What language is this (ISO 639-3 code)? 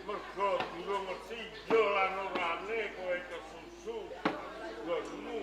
jav